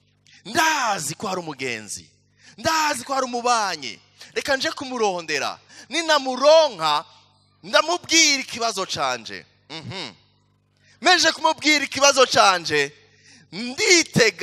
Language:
Rundi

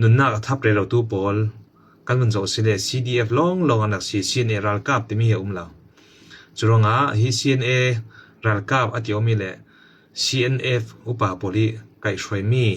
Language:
Falam Chin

